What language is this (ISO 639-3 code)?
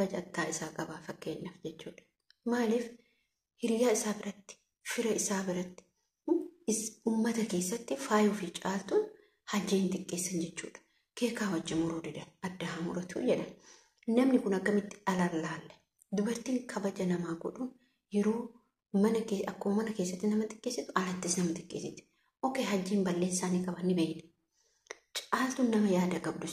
orm